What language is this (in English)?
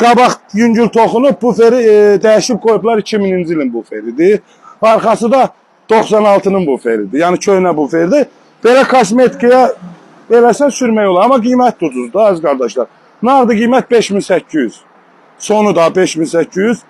Azerbaijani